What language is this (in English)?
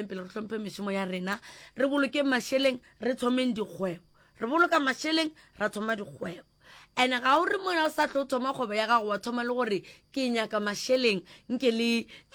Northern Sotho